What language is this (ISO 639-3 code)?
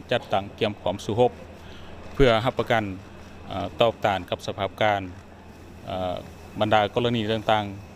lao